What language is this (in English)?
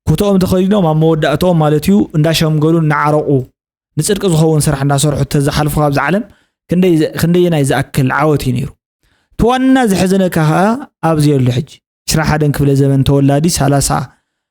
Tigrinya